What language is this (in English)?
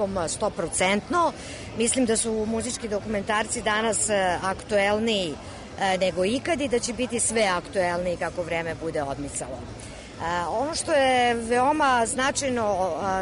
Serbian